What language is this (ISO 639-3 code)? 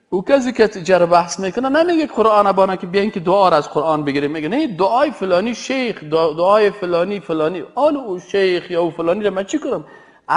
fas